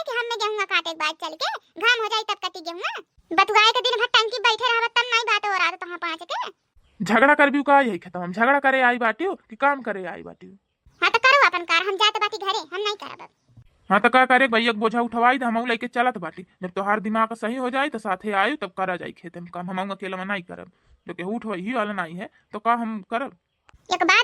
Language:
Bhojpuri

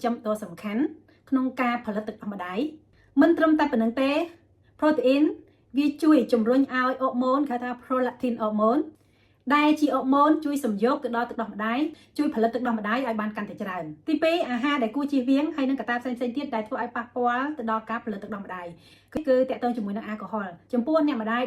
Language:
Khmer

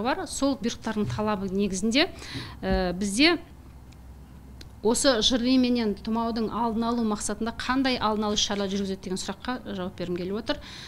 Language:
Kazakh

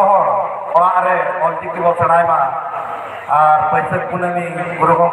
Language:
Santali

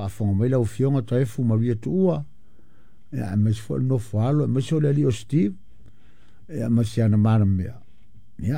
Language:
Samoan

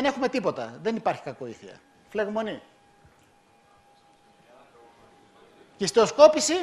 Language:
Greek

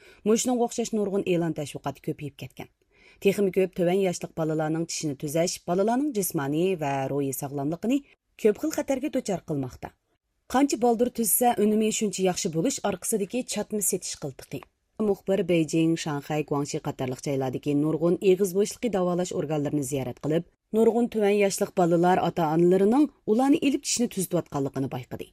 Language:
Uyghur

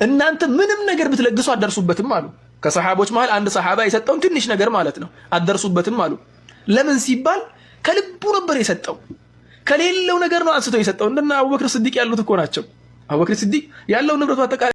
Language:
Amharic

